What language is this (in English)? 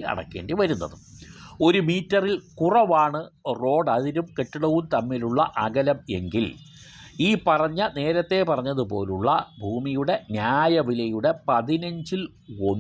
Malayalam